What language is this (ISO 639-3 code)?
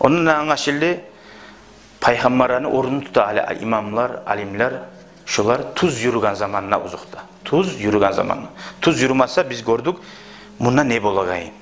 kum